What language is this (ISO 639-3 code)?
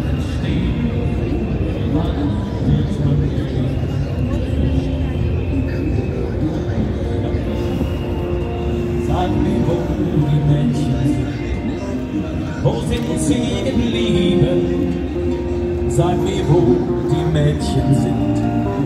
deu